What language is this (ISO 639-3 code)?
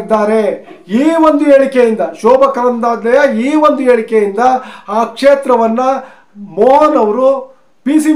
kan